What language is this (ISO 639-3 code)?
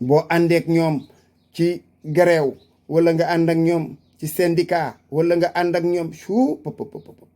wol